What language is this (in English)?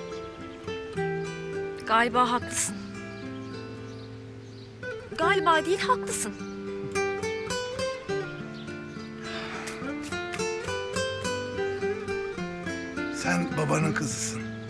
Turkish